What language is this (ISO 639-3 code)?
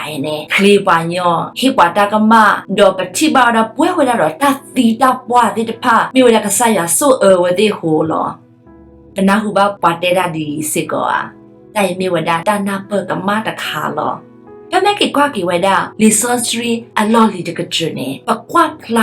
ksw